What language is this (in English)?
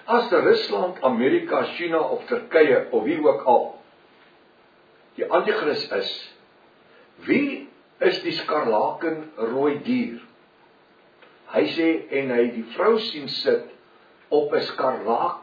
Afrikaans